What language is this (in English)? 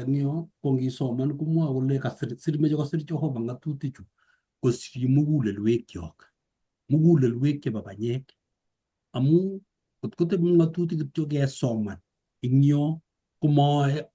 Kalenjin